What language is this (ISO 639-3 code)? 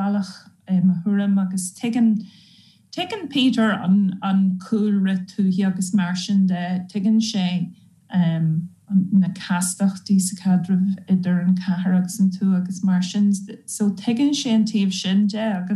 gle